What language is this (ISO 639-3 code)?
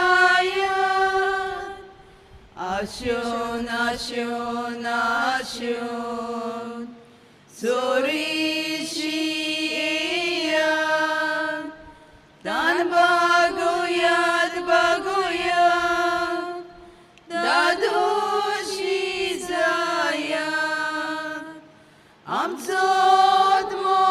kok